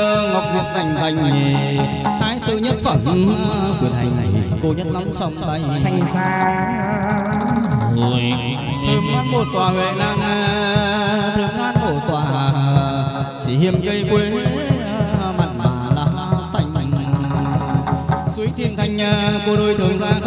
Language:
Vietnamese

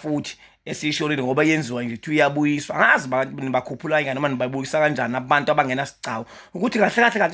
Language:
Zulu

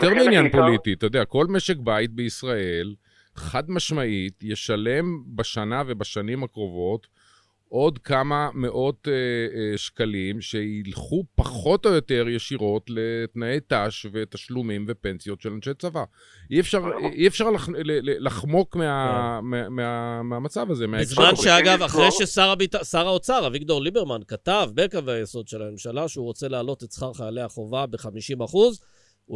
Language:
Hebrew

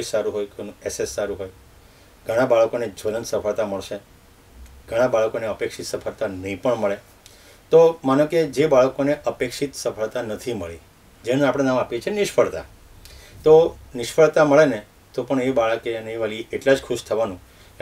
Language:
Gujarati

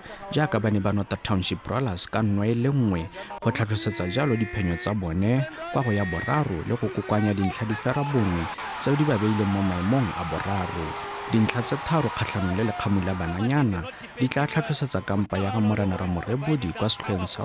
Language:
Tswana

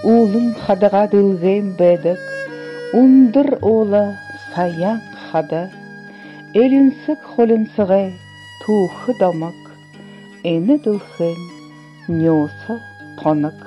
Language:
Buriat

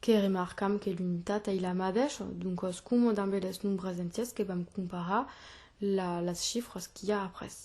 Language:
Occitan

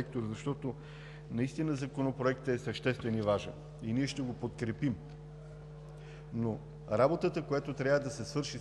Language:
Bulgarian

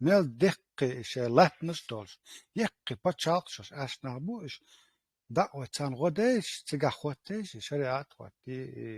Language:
Chechen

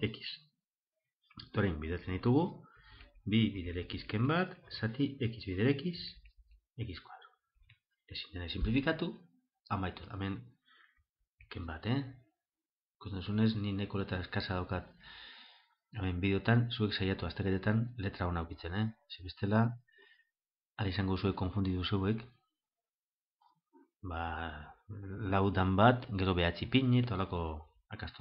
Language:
Basque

